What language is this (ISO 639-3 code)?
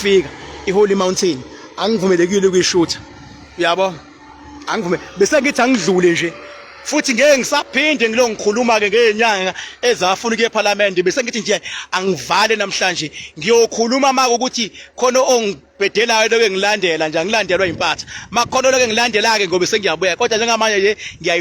zul